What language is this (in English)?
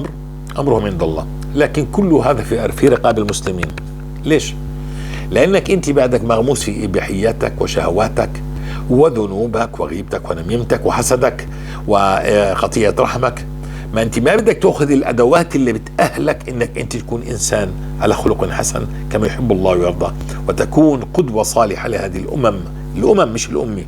North Levantine Arabic